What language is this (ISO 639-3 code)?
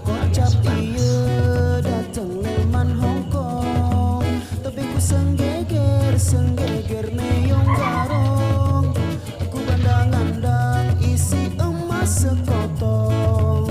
sas